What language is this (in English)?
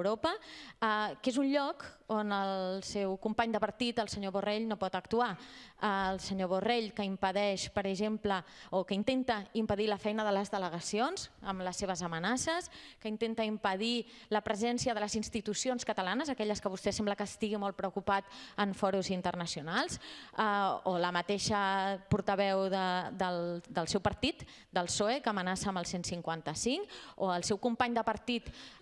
Catalan